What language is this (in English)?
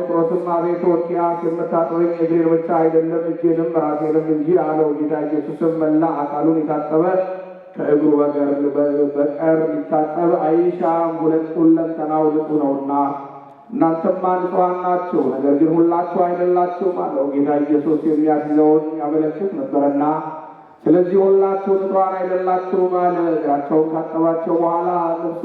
Amharic